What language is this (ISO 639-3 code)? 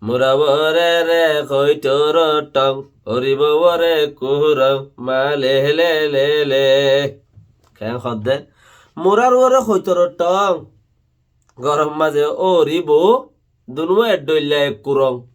rhg